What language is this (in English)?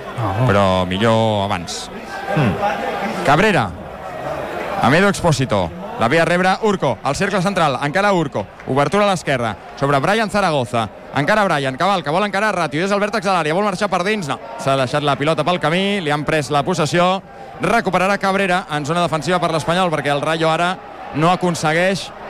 Catalan